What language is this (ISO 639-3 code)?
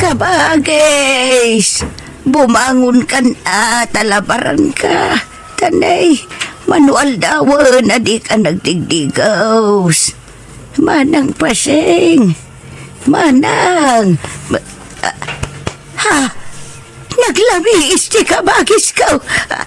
ilo